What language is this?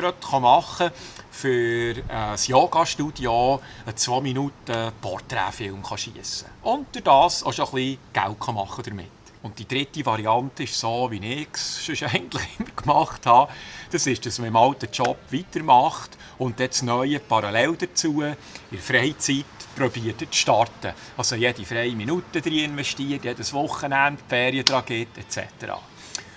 Swiss German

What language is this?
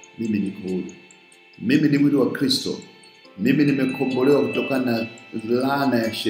Swahili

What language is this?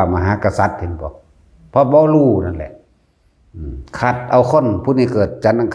Northeastern Thai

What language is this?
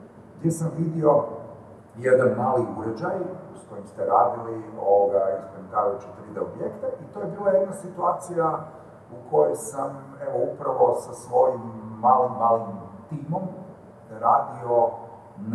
Croatian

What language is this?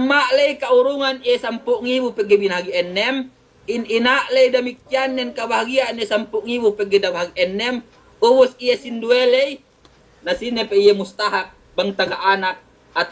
Yakan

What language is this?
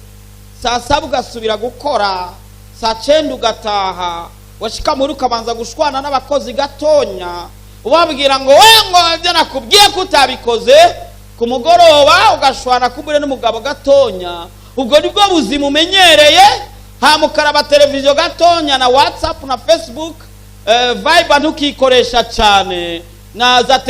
Rundi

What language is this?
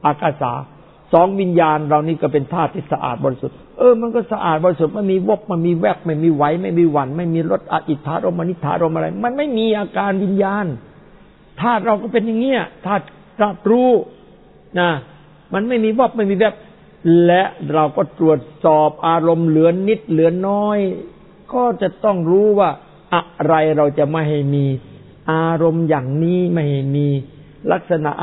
Thai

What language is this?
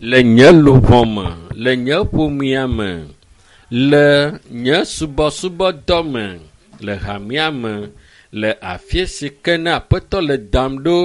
Ewe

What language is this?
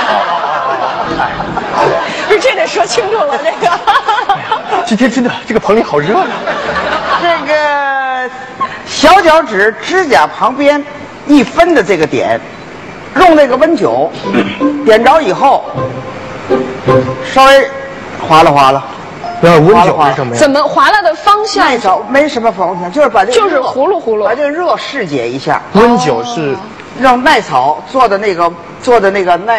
Chinese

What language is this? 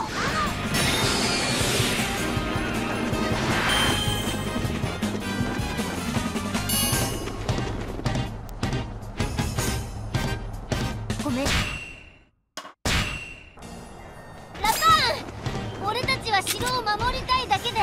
Japanese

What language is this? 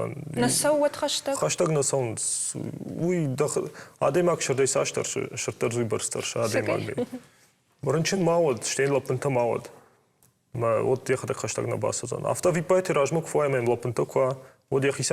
Ossetic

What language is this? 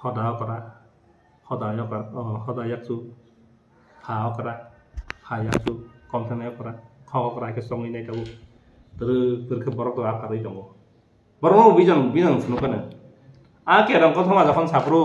Kok Borok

